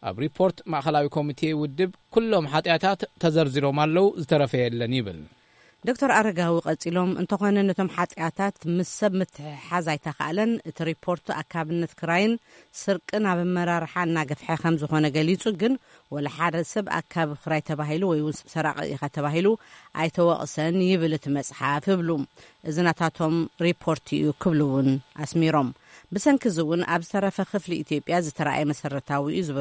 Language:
Tigrinya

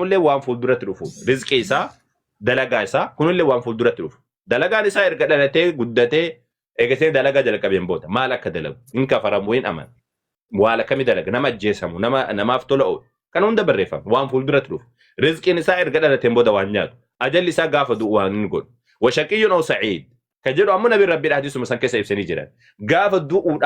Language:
Oromo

